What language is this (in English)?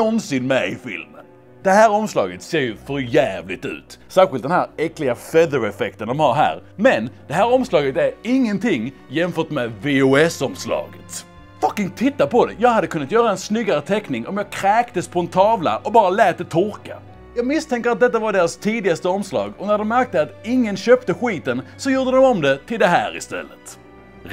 Swedish